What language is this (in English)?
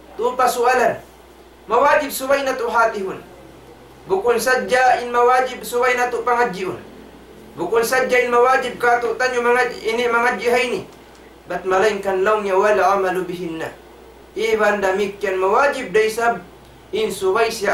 Tausug